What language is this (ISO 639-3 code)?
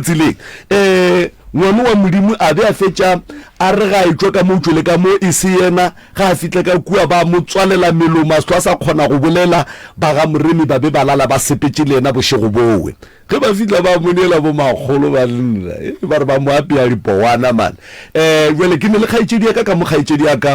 nso